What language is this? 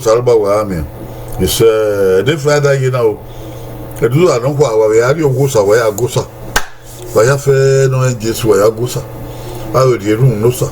Bini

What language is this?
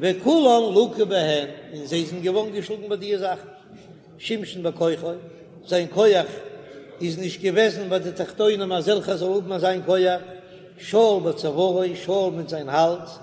Yiddish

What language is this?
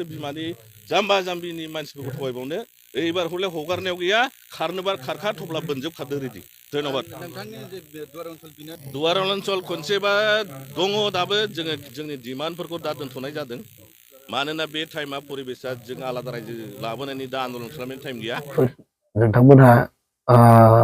Bodo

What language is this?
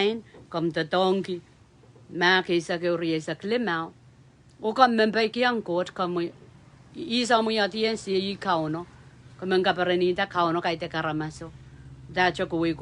Pohnpeian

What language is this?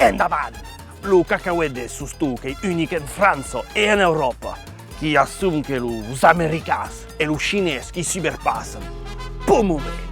Occitan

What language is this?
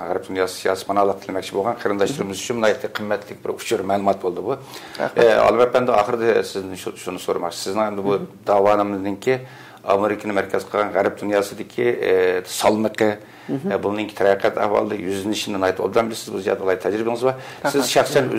Uyghur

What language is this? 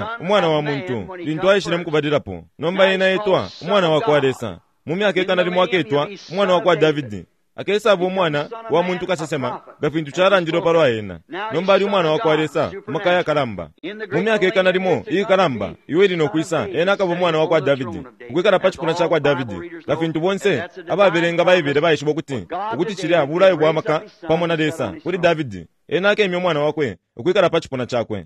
Bemba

